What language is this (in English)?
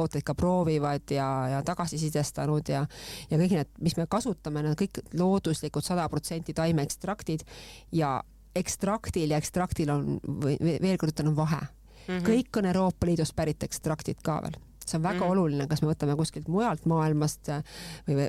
Estonian